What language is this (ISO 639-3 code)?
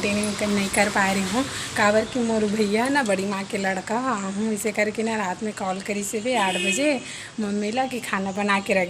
hne